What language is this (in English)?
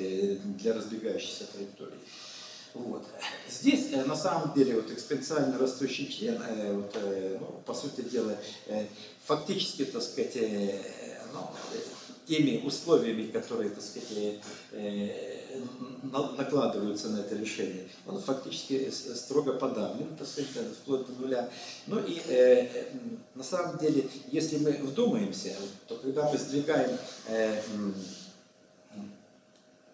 Russian